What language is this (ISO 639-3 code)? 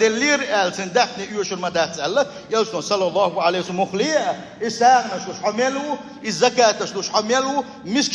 che